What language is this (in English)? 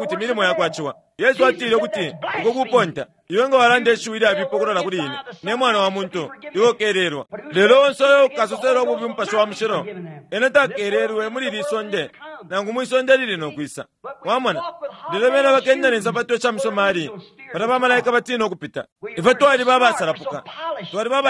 Bemba